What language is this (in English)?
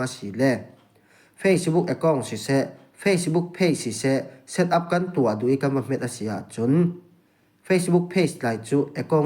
Falam Chin